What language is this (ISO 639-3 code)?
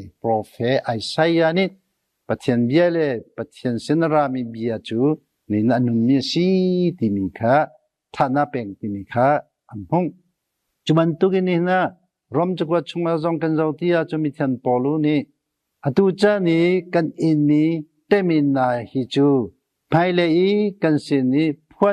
cnh